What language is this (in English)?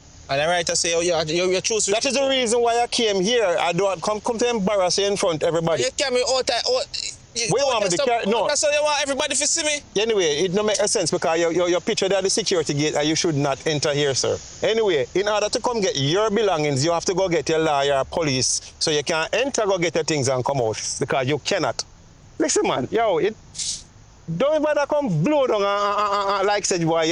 Jamaican Creole English